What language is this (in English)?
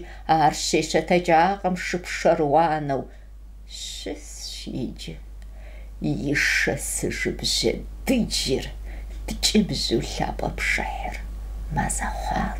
Kabardian